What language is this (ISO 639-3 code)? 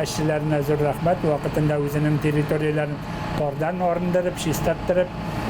tat